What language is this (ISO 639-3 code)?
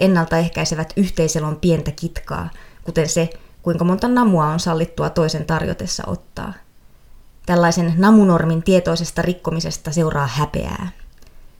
fin